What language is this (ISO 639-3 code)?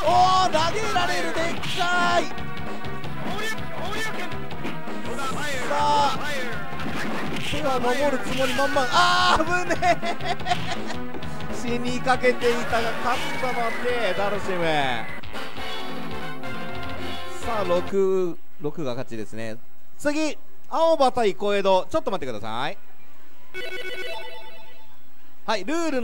jpn